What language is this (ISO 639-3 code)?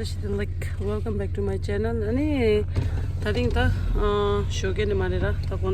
bod